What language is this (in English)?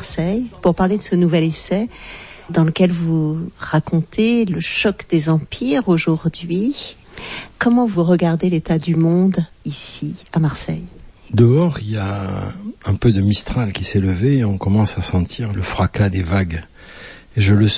French